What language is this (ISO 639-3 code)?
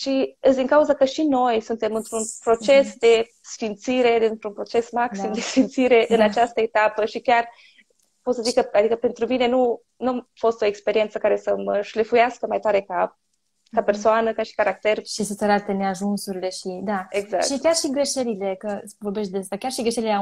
ron